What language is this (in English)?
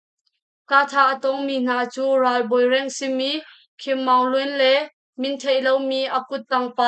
Hakha Chin